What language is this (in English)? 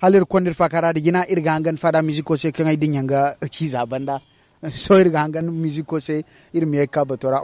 Zarma